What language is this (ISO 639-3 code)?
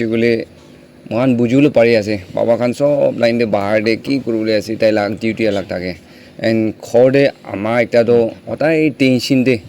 nag